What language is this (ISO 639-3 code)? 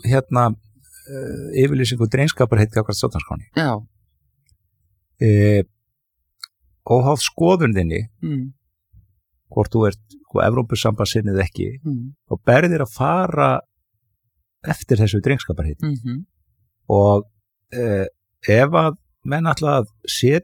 isl